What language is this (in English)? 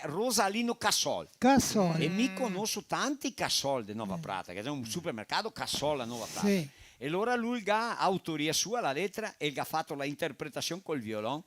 Venetian